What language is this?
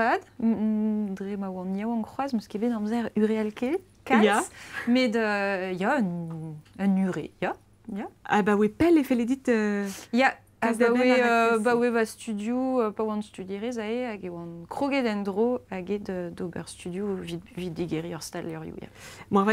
Breton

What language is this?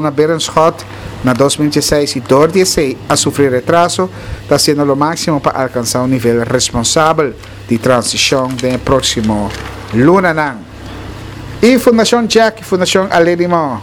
Papiamento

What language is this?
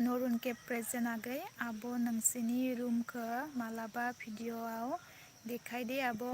Bodo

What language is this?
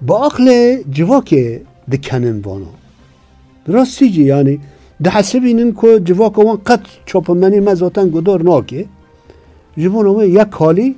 Kurdish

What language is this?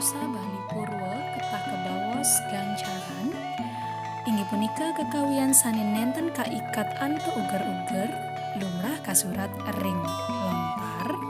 Balinese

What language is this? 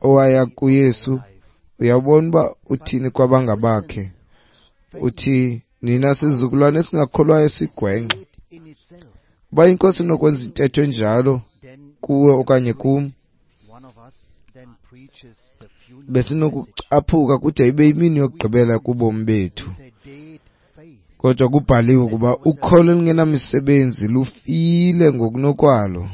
Xhosa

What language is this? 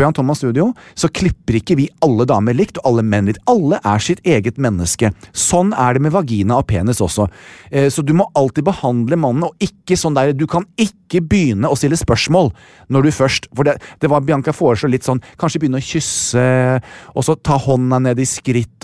Norwegian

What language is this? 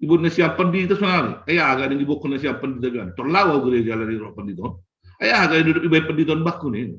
Batak Simalungun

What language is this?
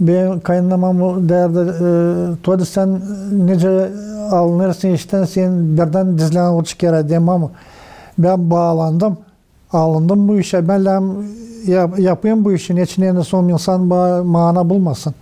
Gagauz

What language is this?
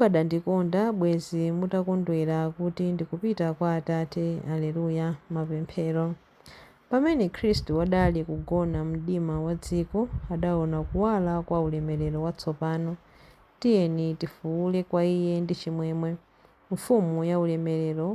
Nyanja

